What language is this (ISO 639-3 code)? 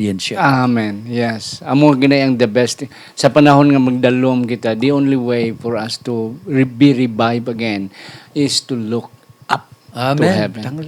hil